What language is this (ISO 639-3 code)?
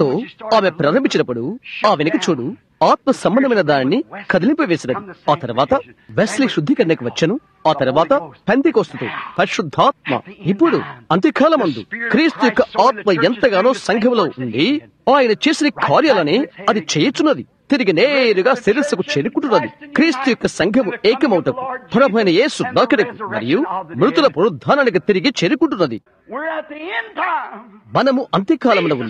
tel